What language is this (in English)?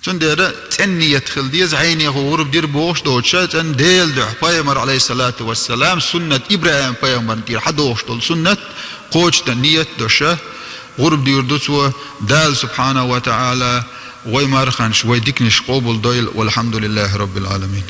Chechen